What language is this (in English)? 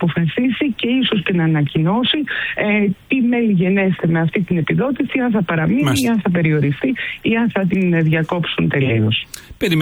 Greek